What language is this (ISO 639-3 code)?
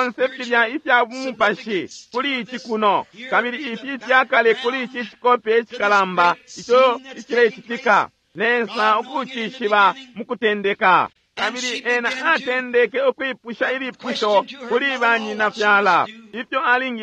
bem